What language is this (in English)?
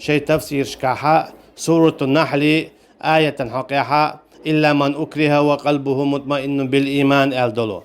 Chechen